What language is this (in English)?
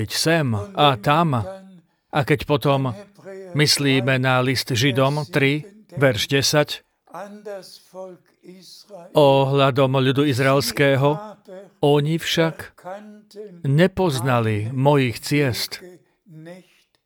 Slovak